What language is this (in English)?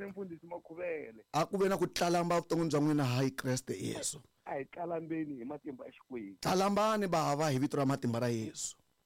Tsonga